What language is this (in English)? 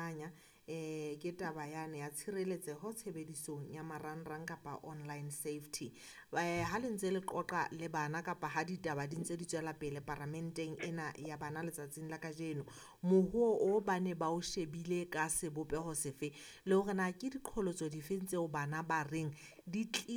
Southern Sotho